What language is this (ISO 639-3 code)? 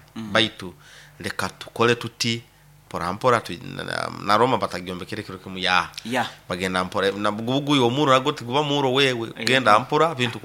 nyo